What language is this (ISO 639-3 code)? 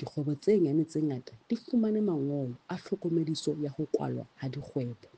sot